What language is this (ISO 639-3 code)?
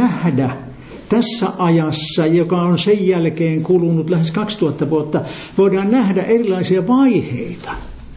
fin